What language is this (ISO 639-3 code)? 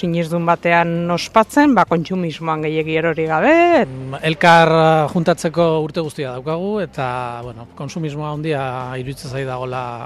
eus